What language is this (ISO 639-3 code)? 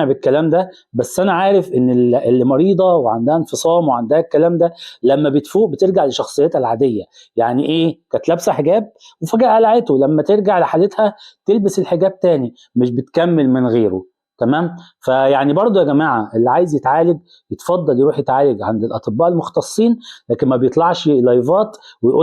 arz